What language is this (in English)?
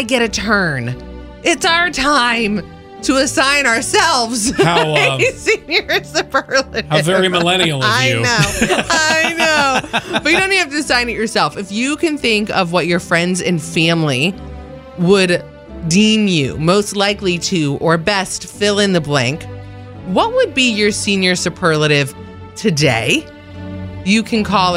English